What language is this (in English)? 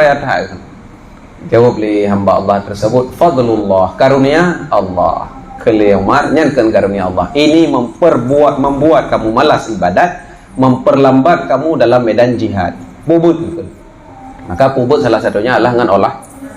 Achinese